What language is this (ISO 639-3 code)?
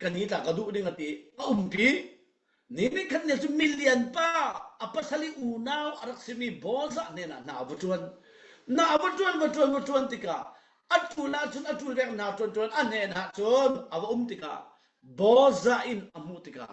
cfm